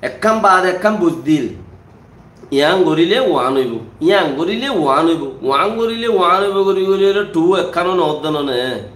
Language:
Rohingya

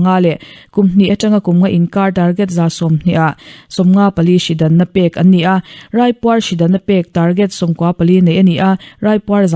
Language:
Mizo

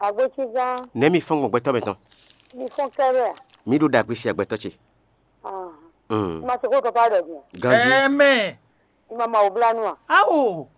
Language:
Fon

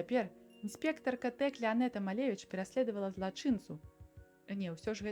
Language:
Belarusian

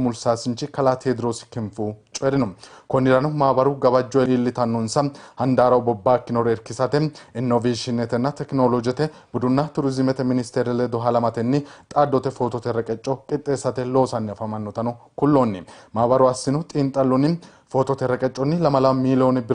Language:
Sidamo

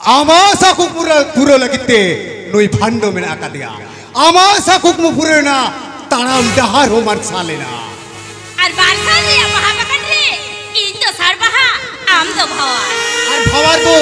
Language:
Santali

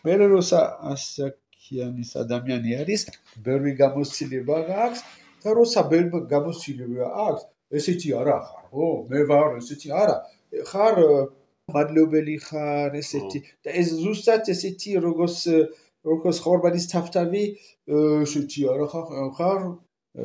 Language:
Georgian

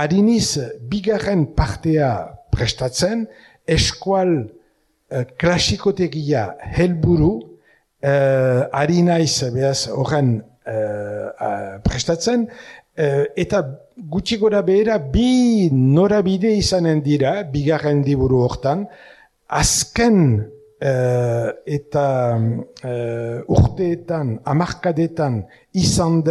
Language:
Basque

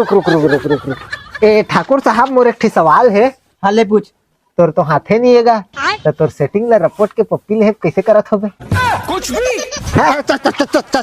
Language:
Chhattisgarhi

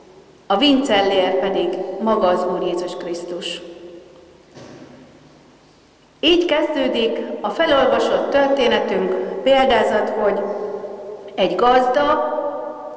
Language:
Hungarian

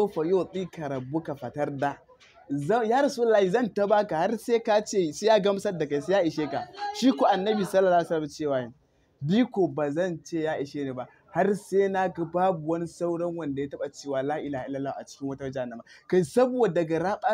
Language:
Hausa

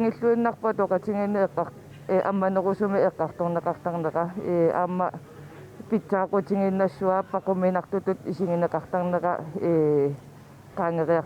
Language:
Kalaallisut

